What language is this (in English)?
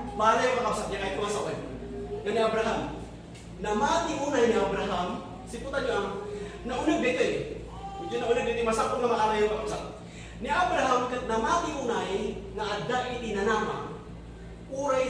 Iloko